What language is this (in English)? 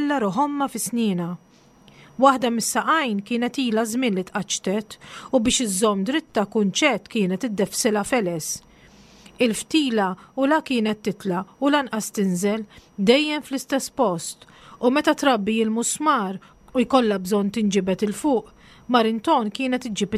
Maltese